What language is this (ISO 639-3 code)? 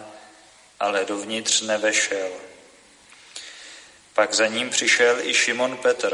ces